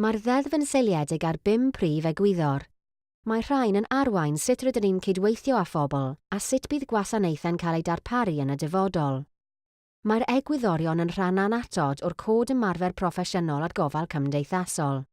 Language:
Welsh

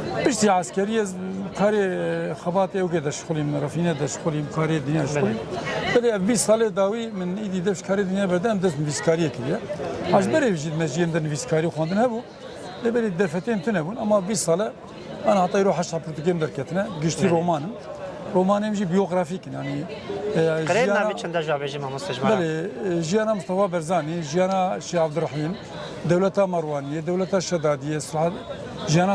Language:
Kurdish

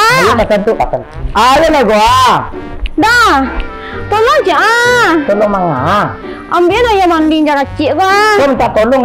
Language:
Minangkabau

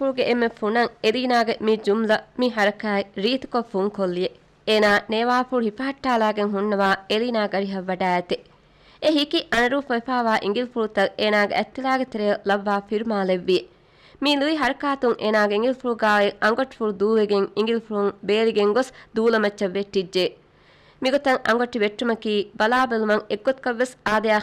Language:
Divehi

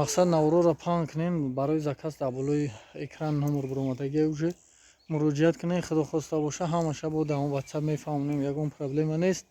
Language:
Tajik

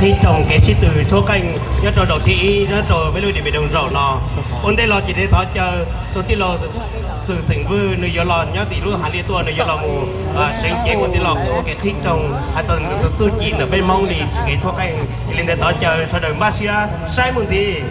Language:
Hmong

